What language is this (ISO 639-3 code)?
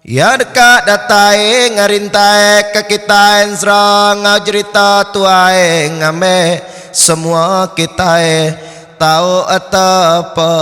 iba